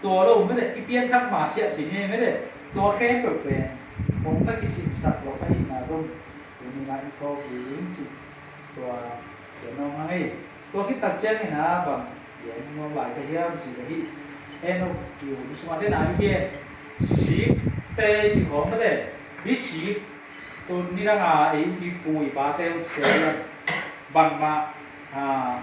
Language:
Tedim Chin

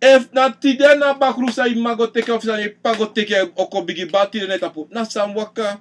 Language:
Sranan Tongo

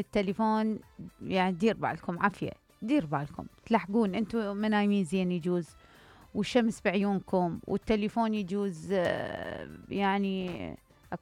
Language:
Mesopotamian Arabic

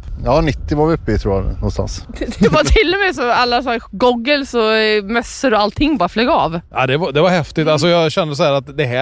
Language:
Swedish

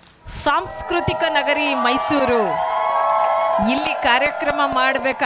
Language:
Kannada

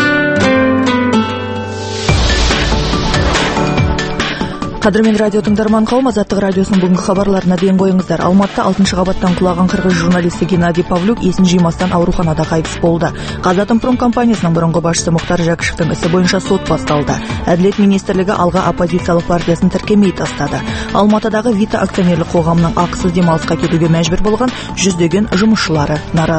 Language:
Kazakh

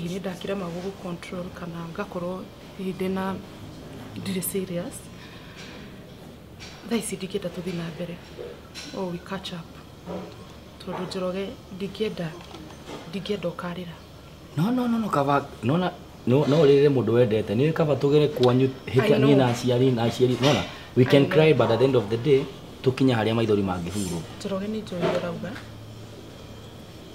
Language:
Kikuyu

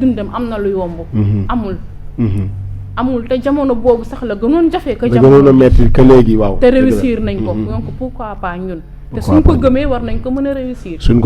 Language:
Wolof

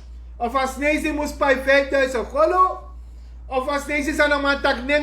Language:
Sranan Tongo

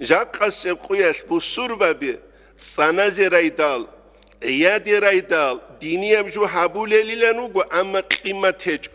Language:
Avaric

